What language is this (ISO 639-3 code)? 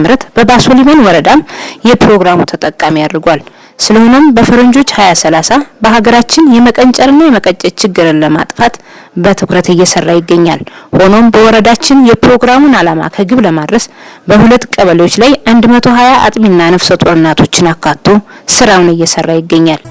amh